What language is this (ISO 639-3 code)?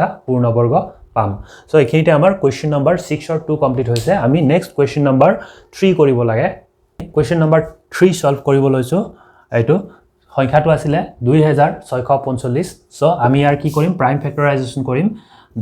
asm